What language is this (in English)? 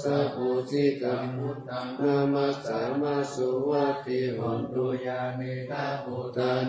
Pali